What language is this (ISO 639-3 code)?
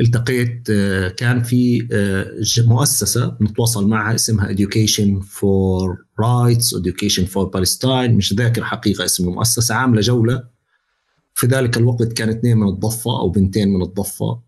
apc